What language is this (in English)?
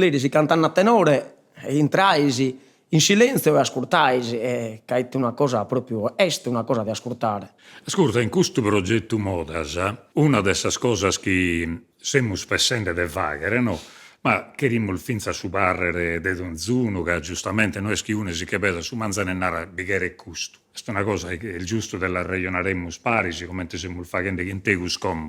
Sardinian